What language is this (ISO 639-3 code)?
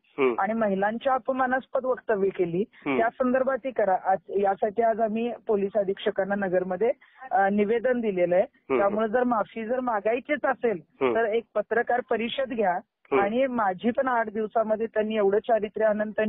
mar